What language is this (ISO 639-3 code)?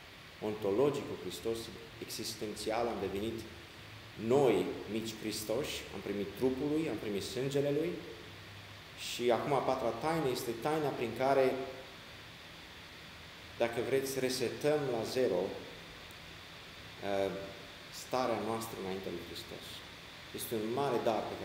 ron